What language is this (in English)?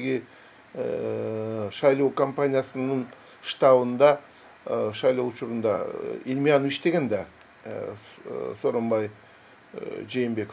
Kyrgyz